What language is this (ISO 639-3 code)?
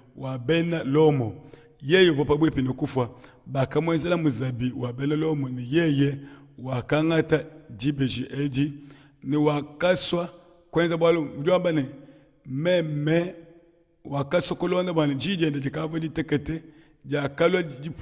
lua